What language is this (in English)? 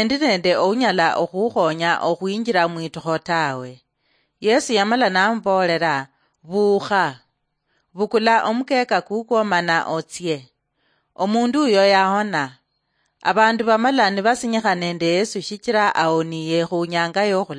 Luyia